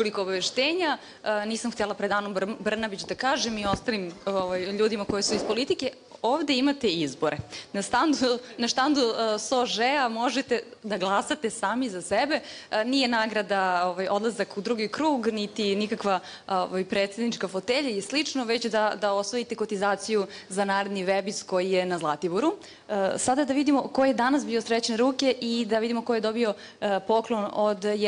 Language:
Serbian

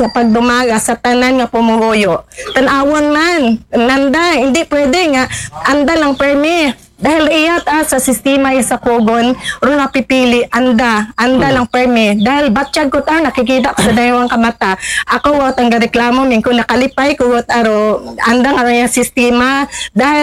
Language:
Aklanon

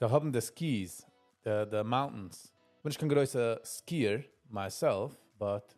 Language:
Yiddish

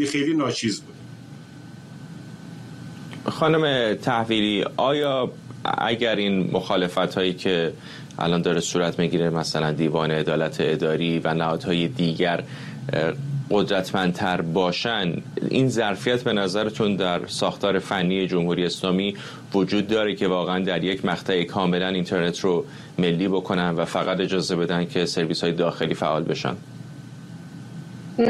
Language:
Persian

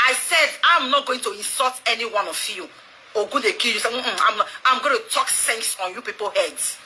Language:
Nigerian Pidgin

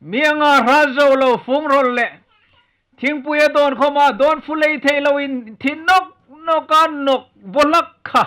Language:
Hmar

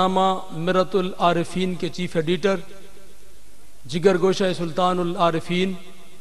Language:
Urdu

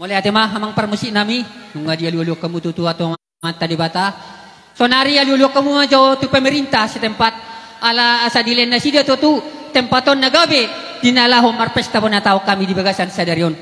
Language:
Batak Toba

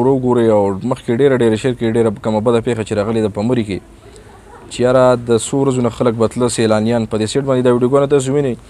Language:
Pashto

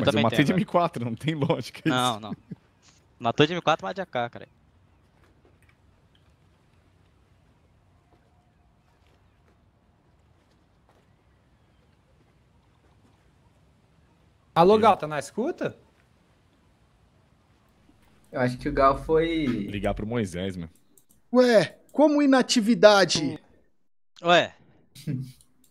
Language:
Portuguese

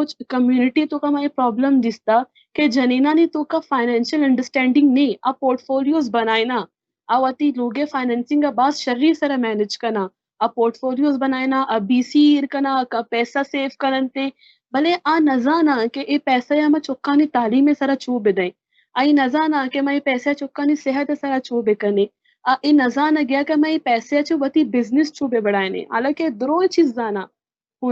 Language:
Baluchi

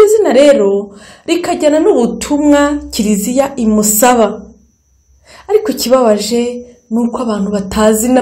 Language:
Kinyarwanda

